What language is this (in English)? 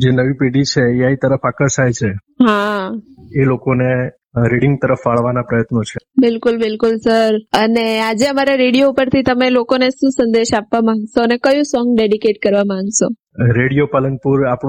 Gujarati